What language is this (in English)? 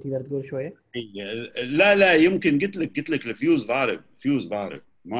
Gulf Arabic